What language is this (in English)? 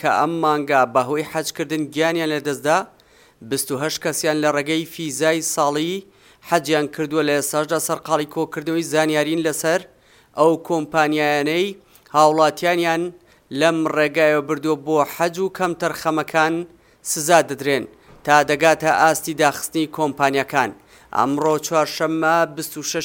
Central Kurdish